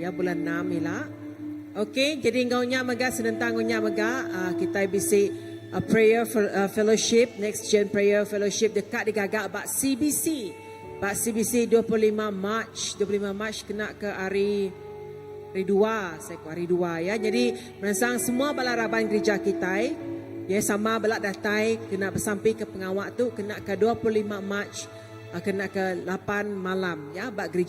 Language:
Iban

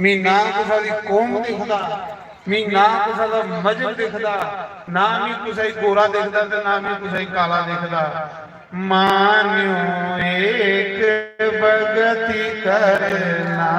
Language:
Dogri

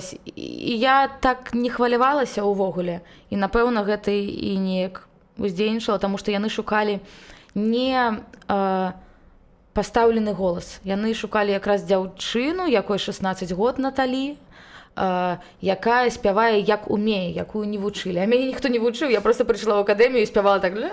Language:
Belarusian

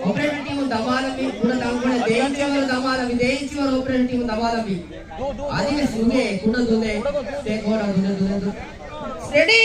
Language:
Divehi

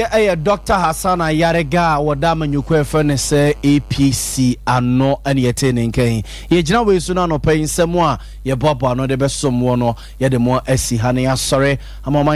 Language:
Akan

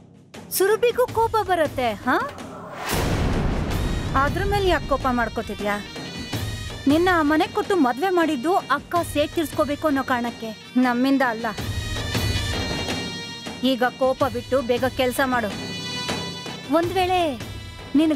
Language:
Kannada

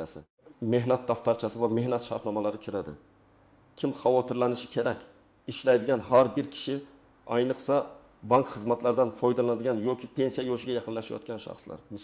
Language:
Uzbek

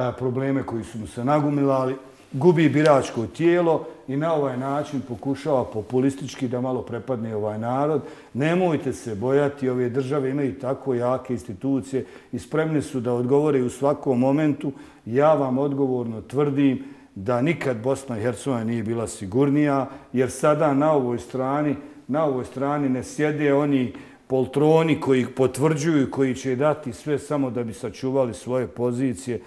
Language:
Bosnian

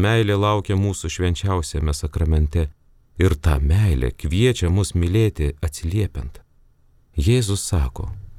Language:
Lithuanian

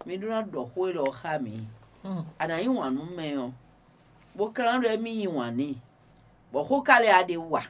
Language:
Fon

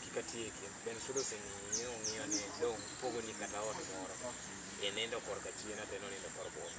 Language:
Luo (Kenya and Tanzania)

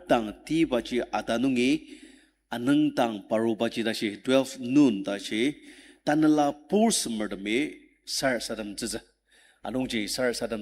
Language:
Ao Naga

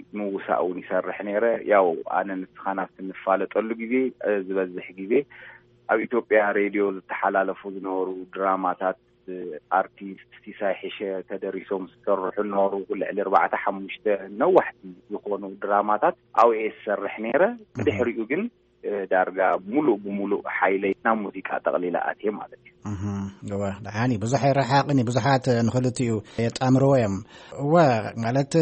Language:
Tigrinya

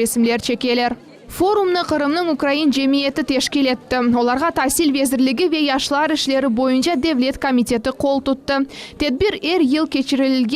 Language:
Crimean Tatar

